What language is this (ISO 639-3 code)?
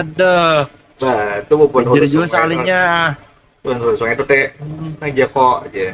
bjn